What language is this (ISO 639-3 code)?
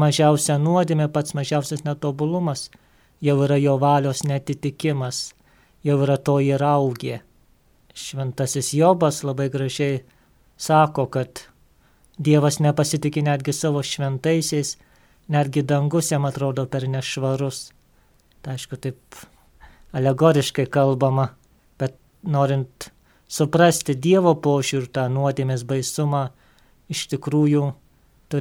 lit